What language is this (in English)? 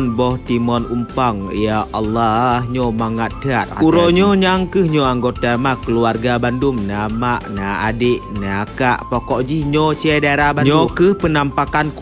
Achinese